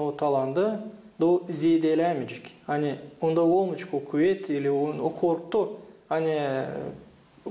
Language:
Gagauz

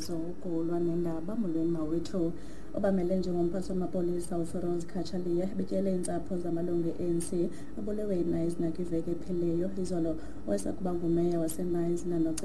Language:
Xhosa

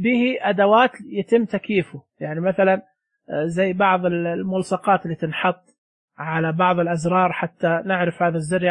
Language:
Najdi Arabic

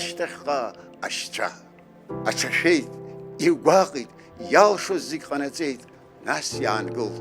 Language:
Abkhazian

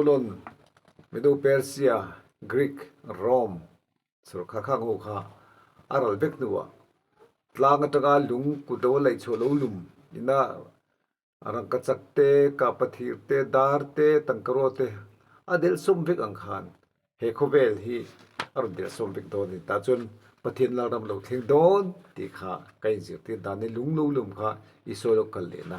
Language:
Mizo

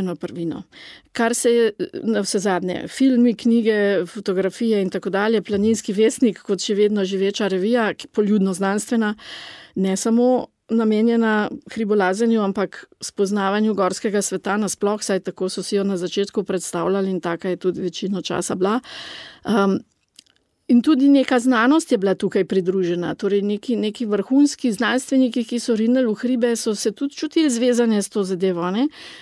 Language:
Slovenian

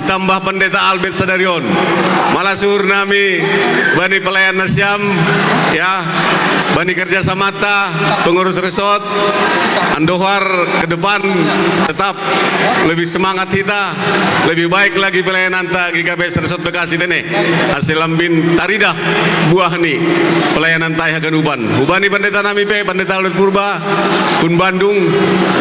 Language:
Batak Simalungun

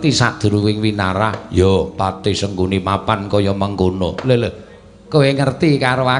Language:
Javanese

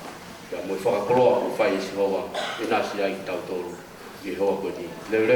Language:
Tongan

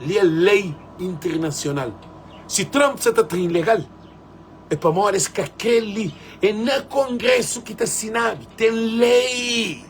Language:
Kabuverdianu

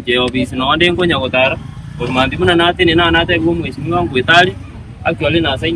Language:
Gusii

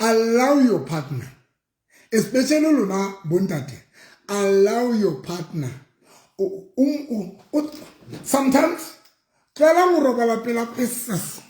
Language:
Southern Sotho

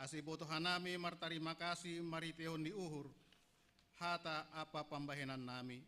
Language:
Batak Simalungun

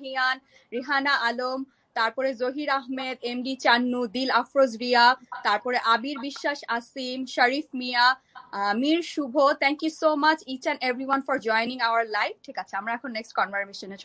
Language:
Bangla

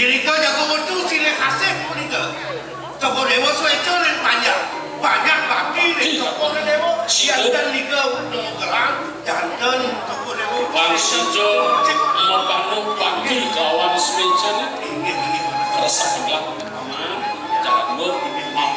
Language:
Balinese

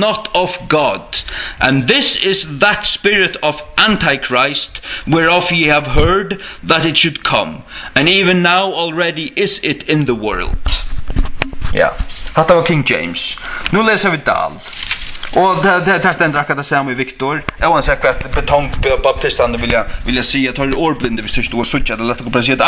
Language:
Faroese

